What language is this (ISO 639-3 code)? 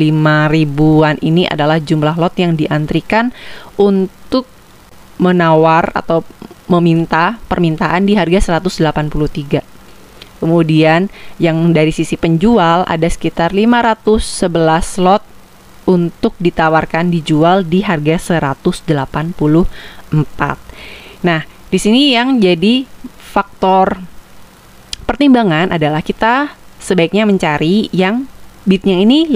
ind